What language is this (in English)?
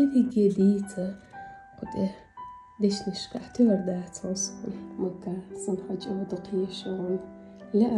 Chechen